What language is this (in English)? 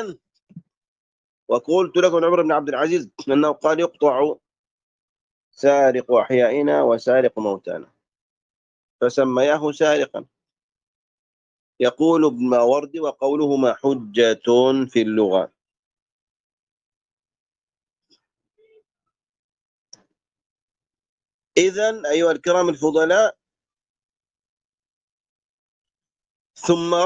Arabic